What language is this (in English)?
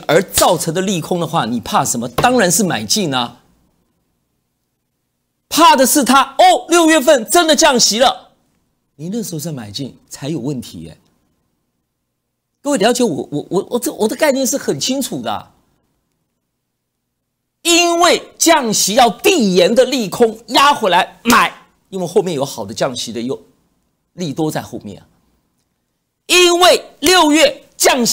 Chinese